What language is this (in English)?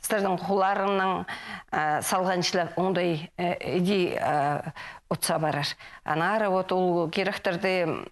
Khakas